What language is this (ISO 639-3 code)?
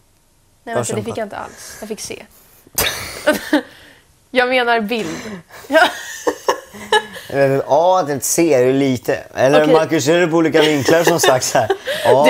swe